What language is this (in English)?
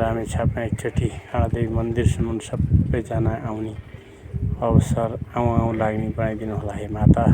Nepali